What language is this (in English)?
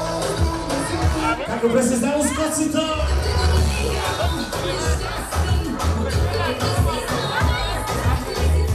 Bulgarian